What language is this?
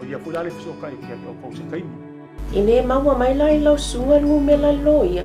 Samoan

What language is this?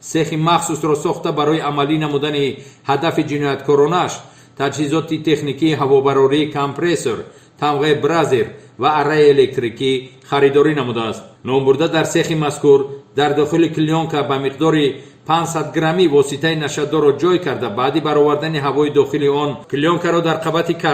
Tajik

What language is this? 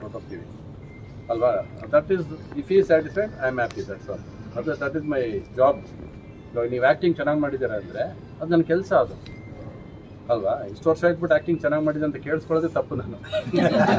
Kannada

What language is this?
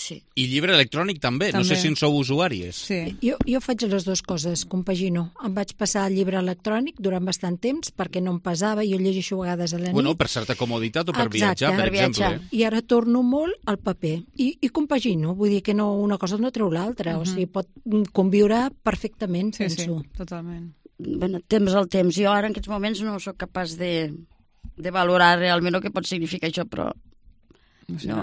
Catalan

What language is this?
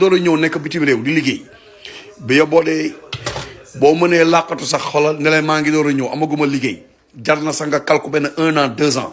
Wolof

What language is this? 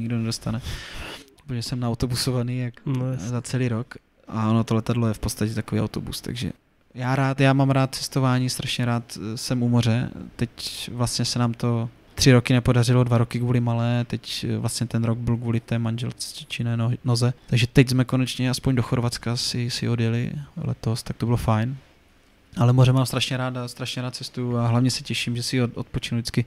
Czech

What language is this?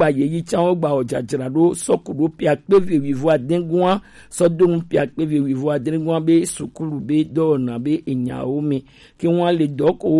Gen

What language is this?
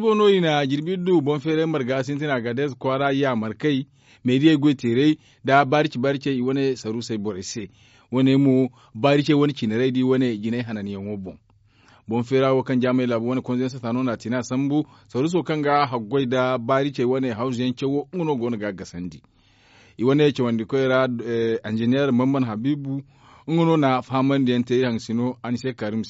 Zarma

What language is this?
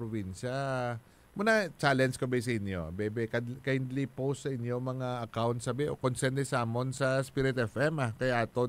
Hiligaynon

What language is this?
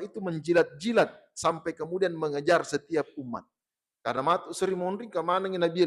Buginese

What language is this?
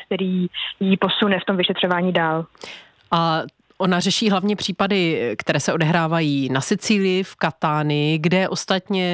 Czech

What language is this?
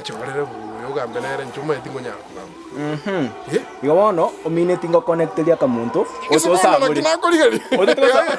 Gusii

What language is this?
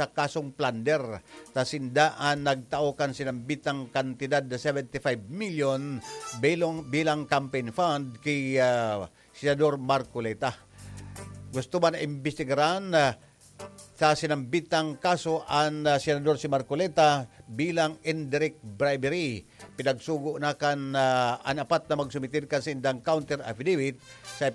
Bikol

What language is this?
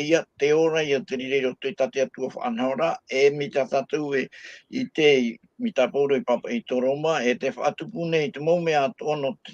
Tahitian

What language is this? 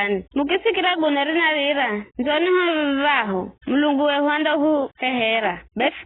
Giryama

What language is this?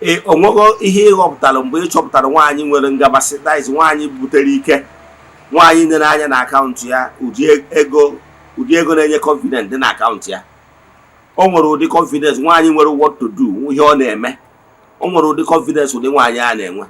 Igbo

